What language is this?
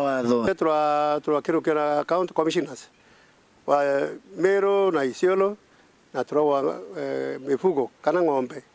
Meru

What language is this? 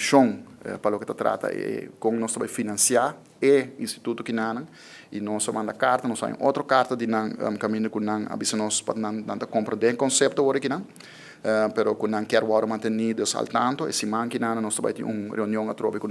Papiamento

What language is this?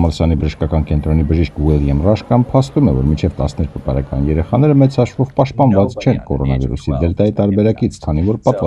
Armenian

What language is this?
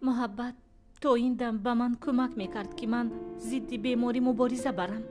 Tajik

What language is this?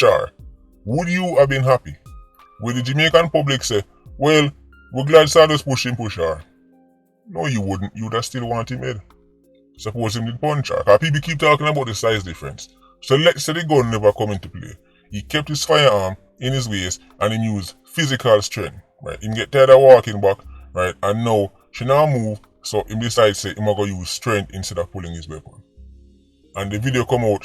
Jamaican Creole English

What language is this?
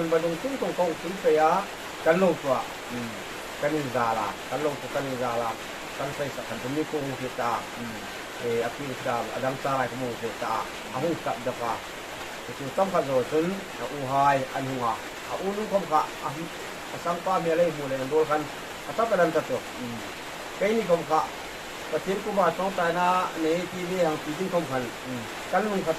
Hmar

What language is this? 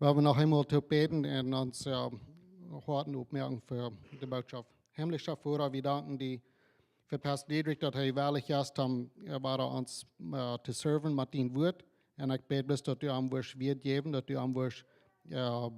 Plautdietsch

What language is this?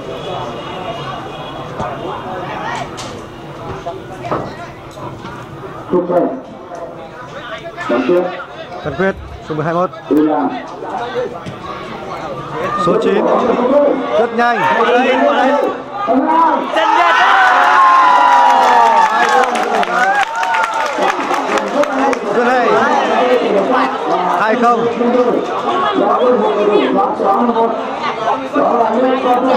Vietnamese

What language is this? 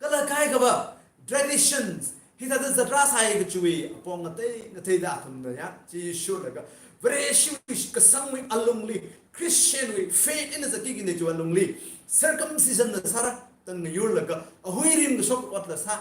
Tangkhul Naga (India)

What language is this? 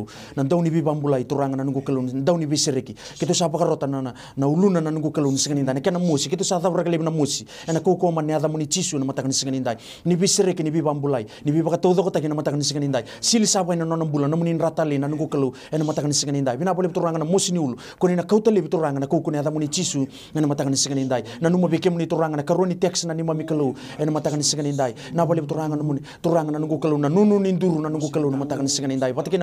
Fijian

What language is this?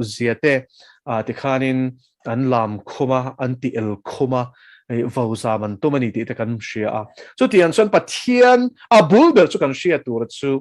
Mizo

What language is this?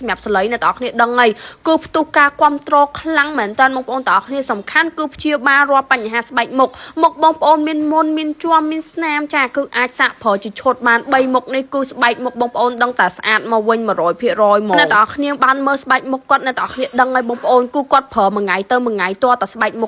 Khmer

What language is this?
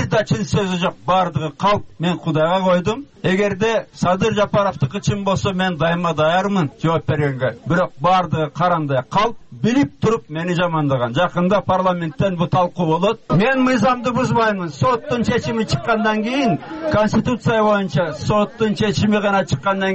Kyrgyz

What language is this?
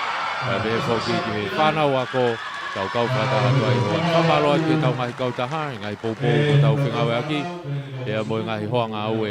Tongan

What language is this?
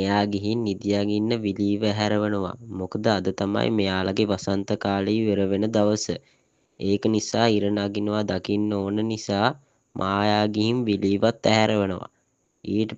Sinhala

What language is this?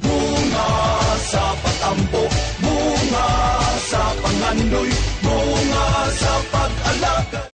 Cebuano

